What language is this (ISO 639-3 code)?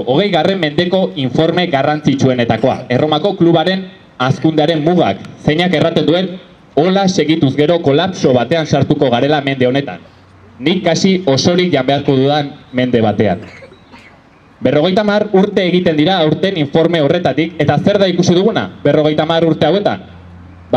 eus